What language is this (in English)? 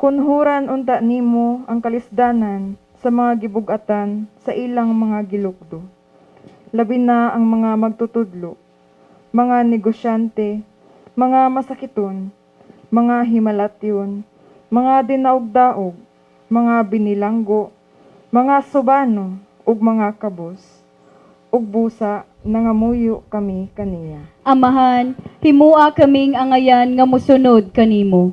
Cebuano